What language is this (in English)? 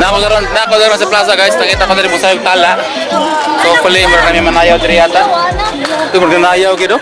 Cebuano